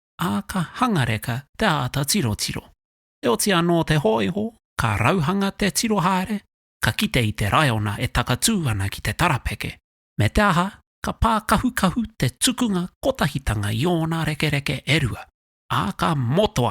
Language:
Māori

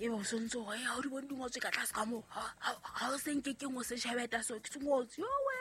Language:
Southern Sotho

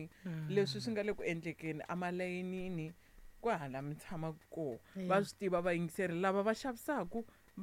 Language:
Tsonga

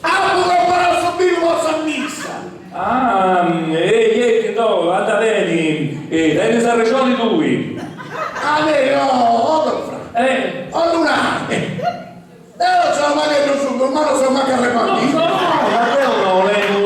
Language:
Sardinian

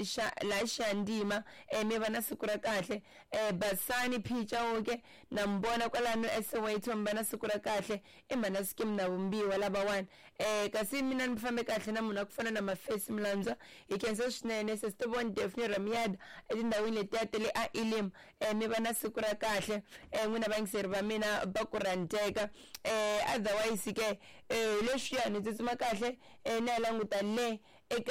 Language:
Tsonga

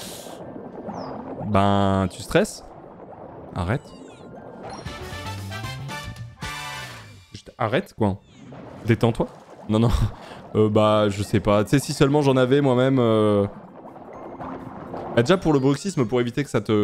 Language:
French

